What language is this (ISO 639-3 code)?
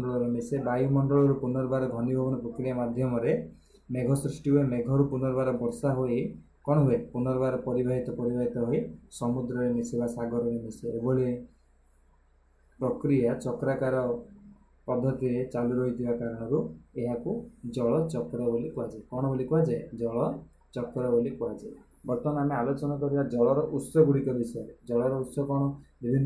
ori